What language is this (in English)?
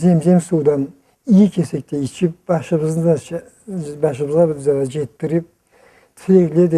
Karachay-Balkar